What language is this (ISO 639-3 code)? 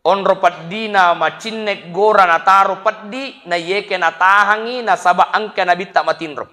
bug